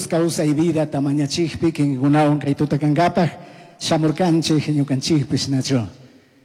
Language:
Chimborazo Highland Quichua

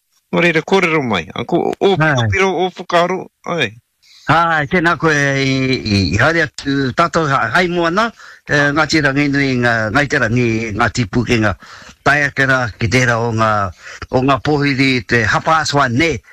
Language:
Māori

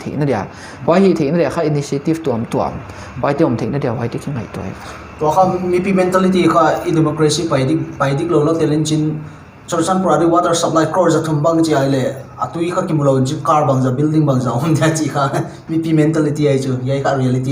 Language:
Paite Chin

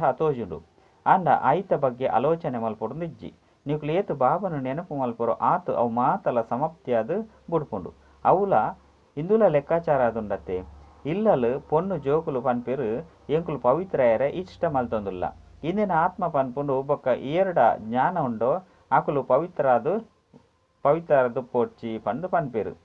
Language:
Tulu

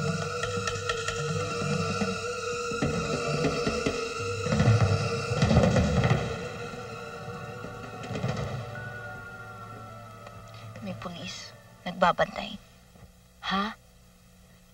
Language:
Filipino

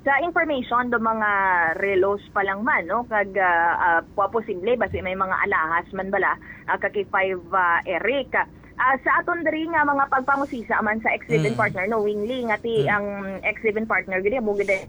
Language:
Hiligaynon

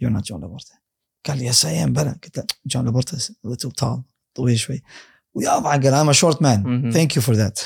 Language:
Gulf Arabic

